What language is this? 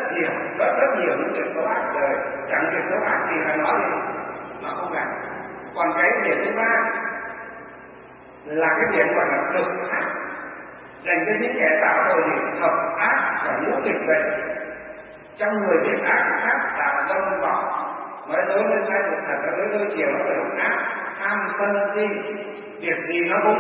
Vietnamese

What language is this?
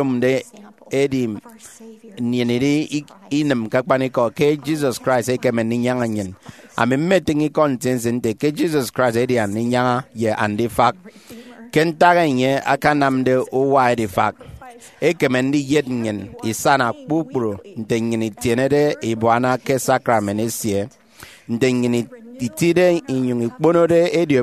Efik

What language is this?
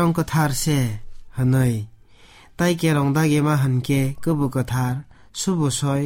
Kok Borok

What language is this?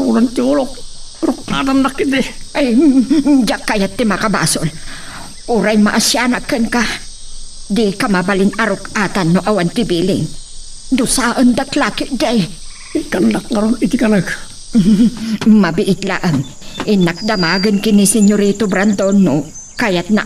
Iloko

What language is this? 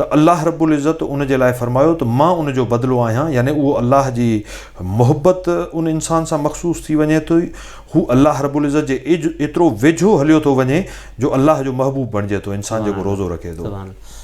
Sindhi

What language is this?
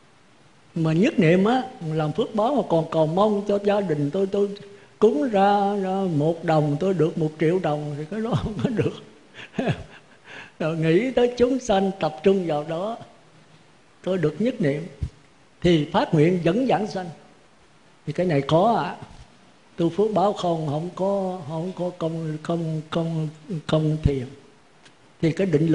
Vietnamese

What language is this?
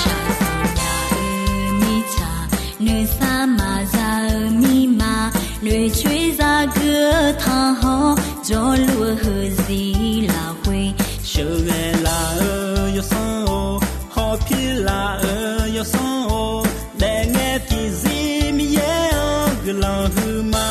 Akha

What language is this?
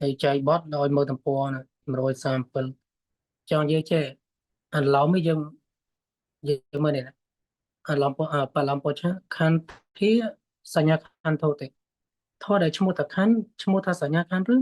Khmer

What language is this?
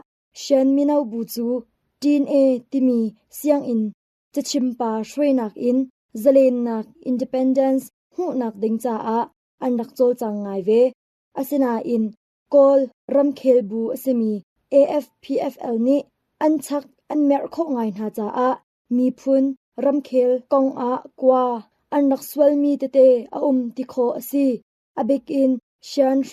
Hakha Chin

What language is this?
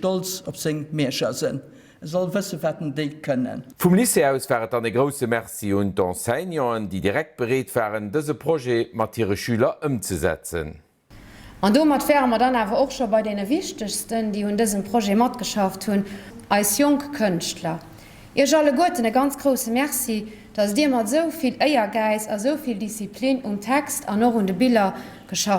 Luxembourgish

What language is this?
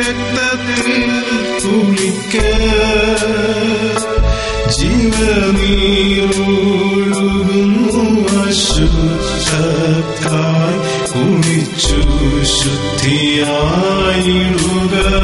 Malayalam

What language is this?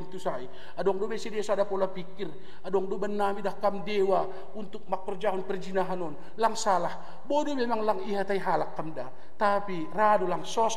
Batak Simalungun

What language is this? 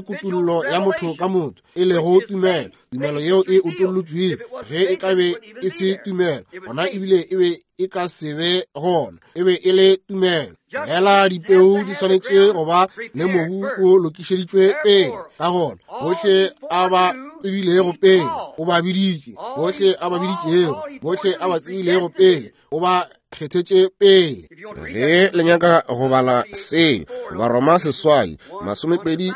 Northern Sotho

